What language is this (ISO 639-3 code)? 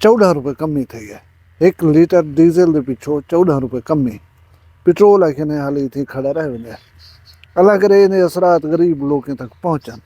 skr